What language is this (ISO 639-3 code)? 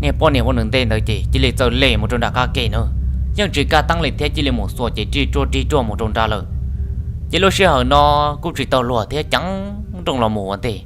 hmn